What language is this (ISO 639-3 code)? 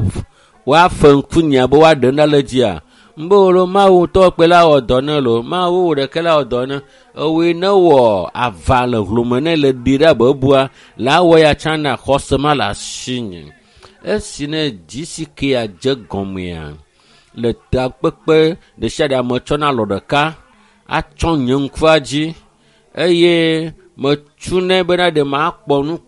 ewe